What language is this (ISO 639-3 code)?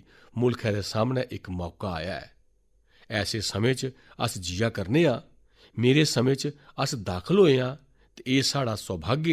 doi